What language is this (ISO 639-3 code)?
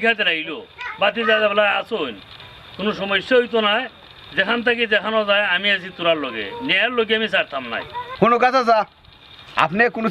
syl